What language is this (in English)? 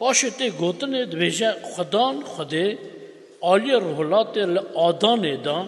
Kurdish